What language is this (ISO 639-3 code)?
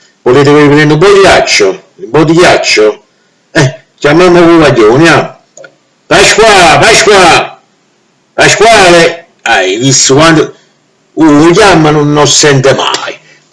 nap